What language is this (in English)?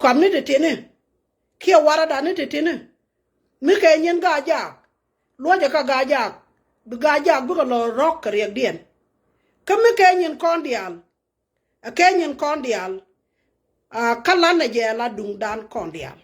Nuer